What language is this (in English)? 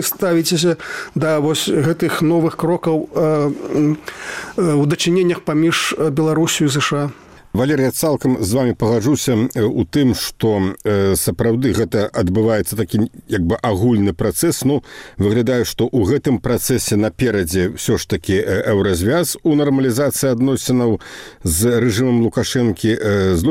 Belarusian